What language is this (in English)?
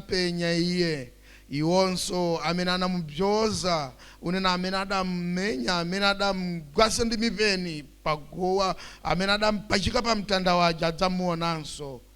Nyanja